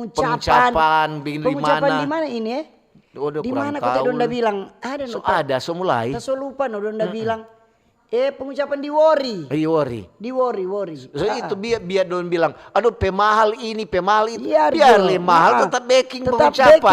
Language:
Manado Malay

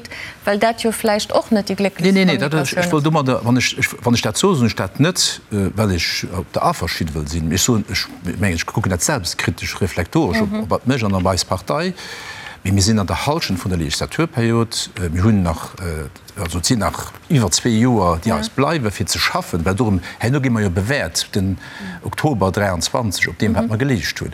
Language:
Luxembourgish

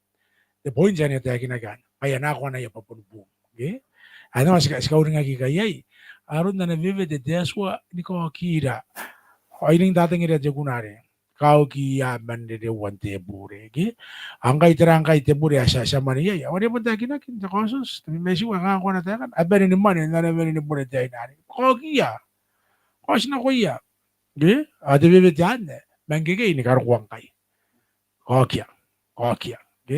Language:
Gilbertese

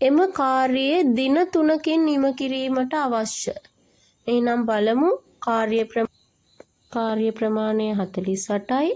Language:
Sinhala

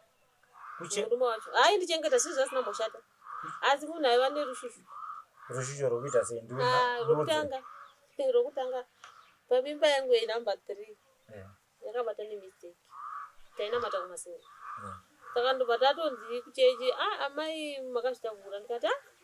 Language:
Shona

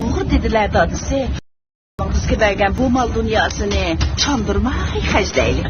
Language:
Uyghur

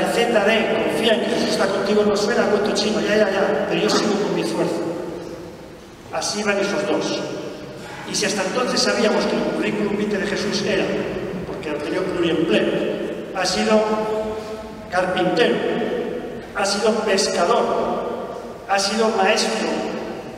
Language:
Spanish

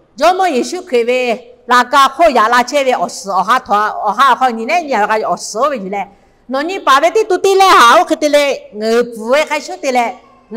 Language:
Lahu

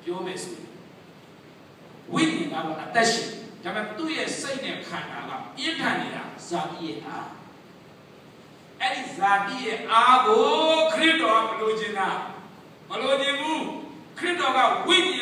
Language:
Burmese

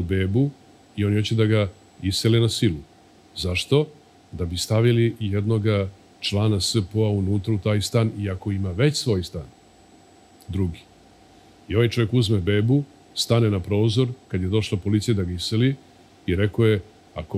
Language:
Serbian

